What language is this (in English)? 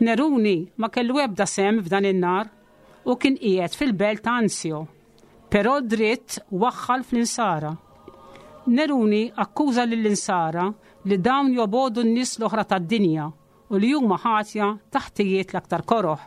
Maltese